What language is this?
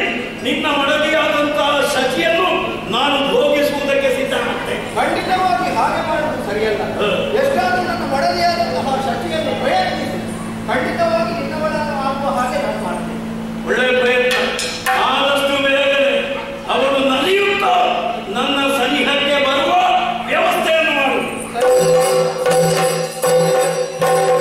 Kannada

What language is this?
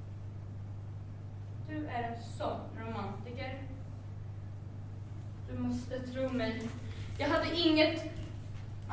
Swedish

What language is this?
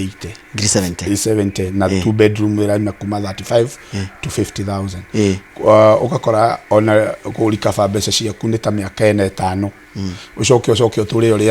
Kikuyu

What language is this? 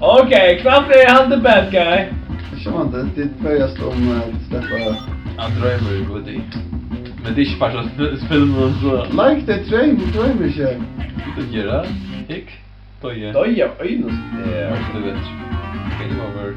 Faroese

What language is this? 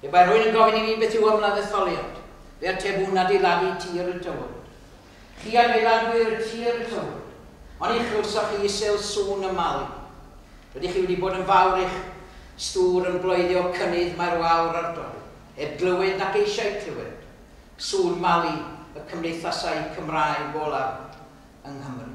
Welsh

